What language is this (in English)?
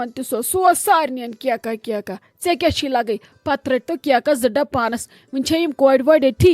Kashmiri